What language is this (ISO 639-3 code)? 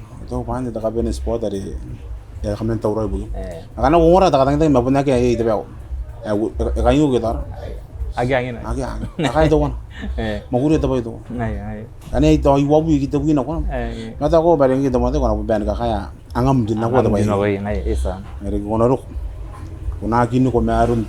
gil